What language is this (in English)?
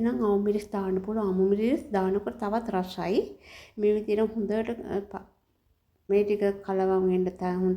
Sinhala